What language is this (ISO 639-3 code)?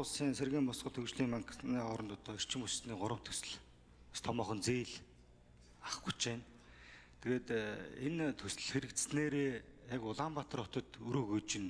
mon